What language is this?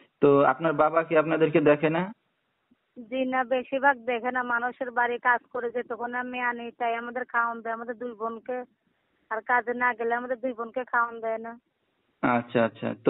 Bangla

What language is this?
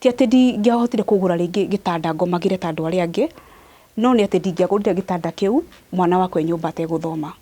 Kikuyu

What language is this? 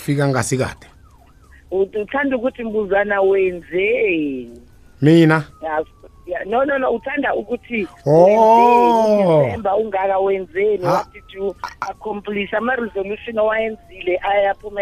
South Ndebele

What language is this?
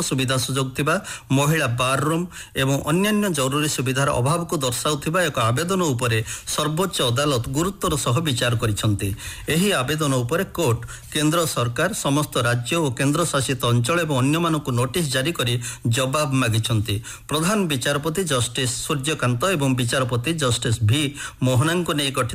Odia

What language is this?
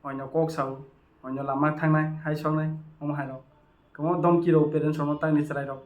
Kok Borok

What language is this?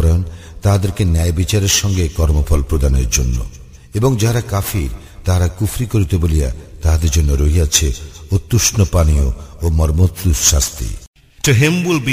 Bangla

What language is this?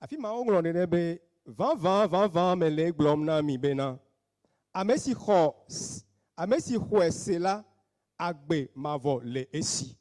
Ewe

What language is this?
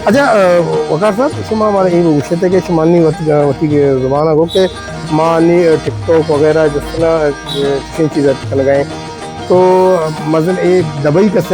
Baluchi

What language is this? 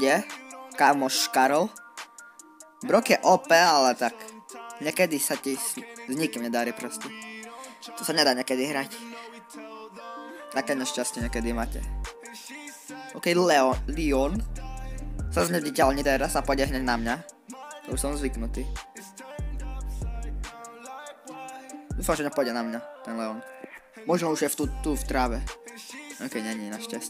Slovak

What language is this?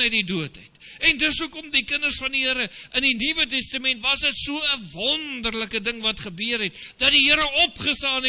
Afrikaans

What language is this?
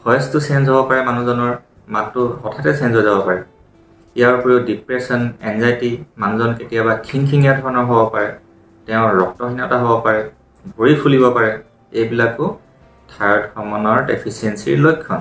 Assamese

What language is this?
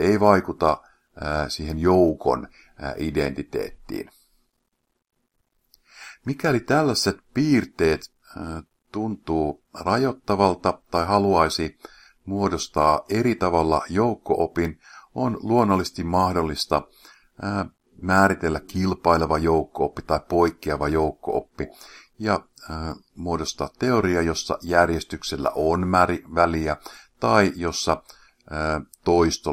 Finnish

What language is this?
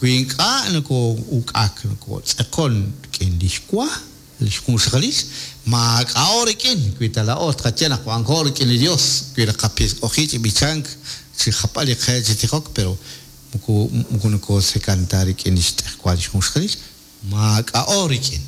Kekchí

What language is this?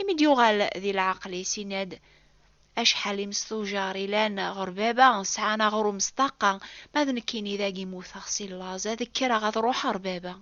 Kabyle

